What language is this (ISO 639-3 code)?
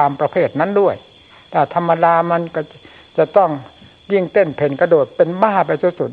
tha